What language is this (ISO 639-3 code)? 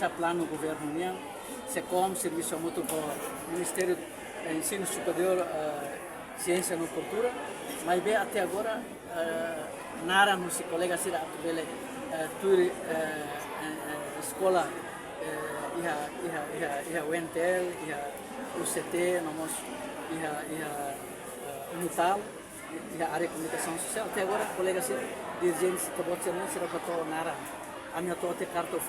tet